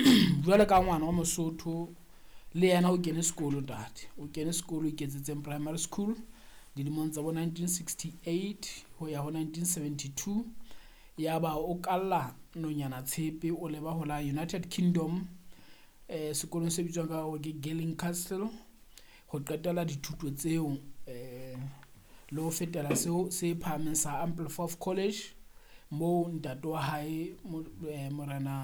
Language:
Southern Sotho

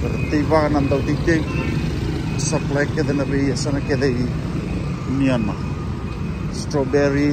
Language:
Fijian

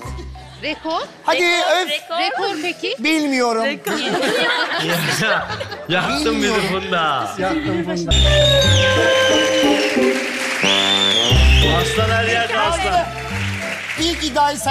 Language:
Turkish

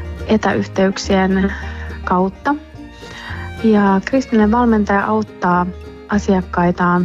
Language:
Finnish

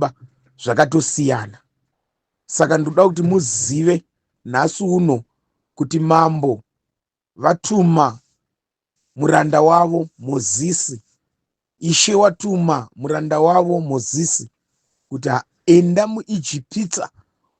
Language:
Shona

